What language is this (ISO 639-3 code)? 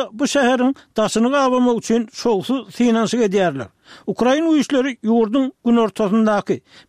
tuk